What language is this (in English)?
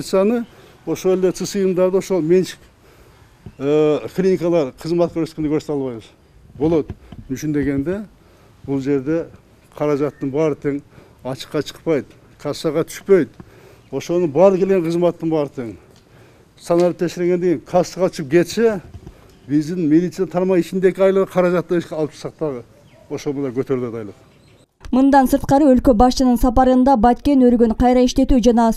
Kyrgyz